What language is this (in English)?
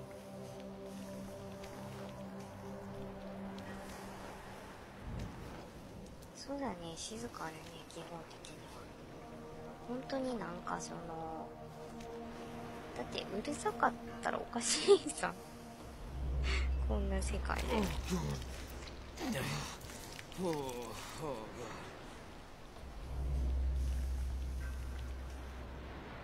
Japanese